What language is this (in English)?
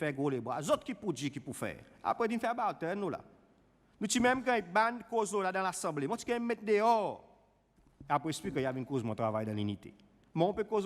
Seselwa Creole French